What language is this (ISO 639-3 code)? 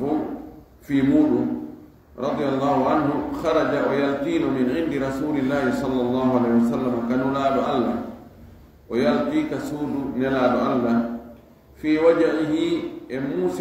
ful